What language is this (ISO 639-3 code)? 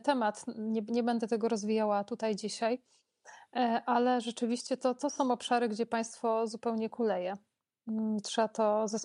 pol